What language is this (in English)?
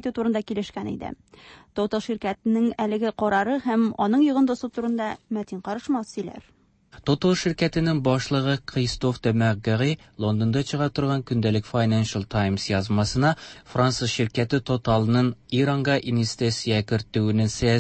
Tatar